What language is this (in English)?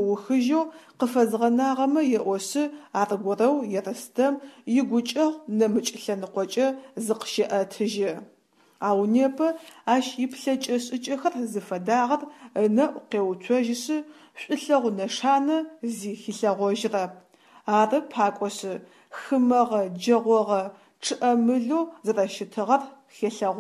Adyghe